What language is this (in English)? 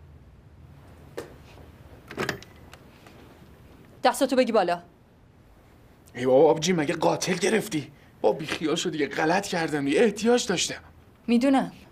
Persian